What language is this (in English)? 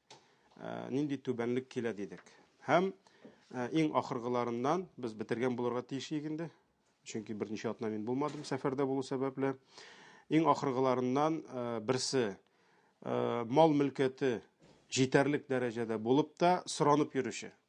Tatar